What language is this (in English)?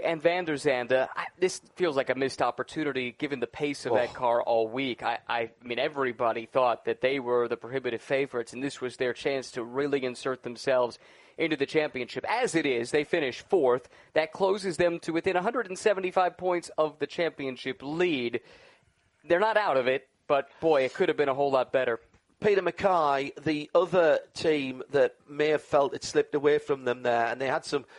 English